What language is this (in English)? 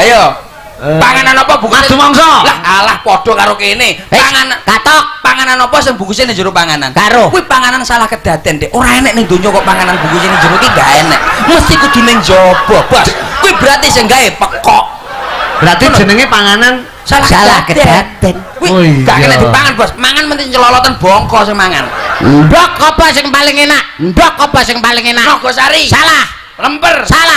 Javanese